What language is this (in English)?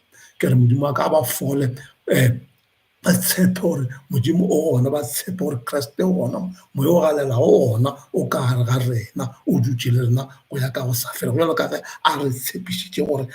Northern Sotho